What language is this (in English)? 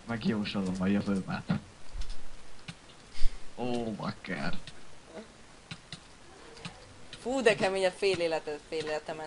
Hungarian